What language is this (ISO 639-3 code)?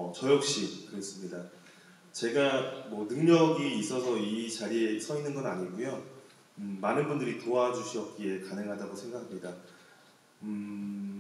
kor